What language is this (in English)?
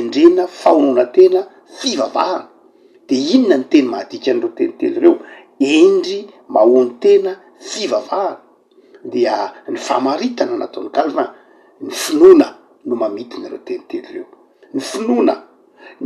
Malagasy